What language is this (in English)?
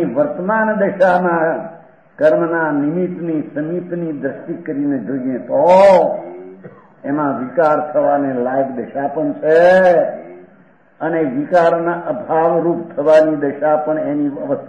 Gujarati